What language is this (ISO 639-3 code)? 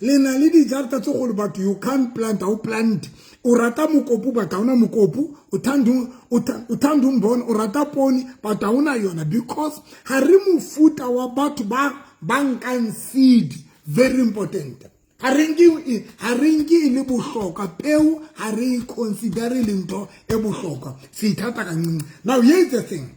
sot